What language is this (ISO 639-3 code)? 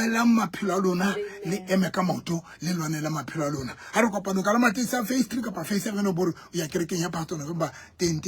sot